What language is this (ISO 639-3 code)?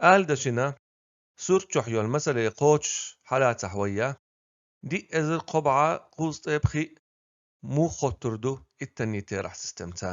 che